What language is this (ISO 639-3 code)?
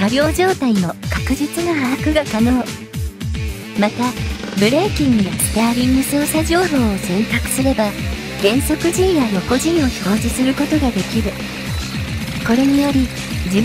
jpn